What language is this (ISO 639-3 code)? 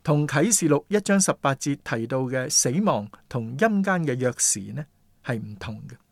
yue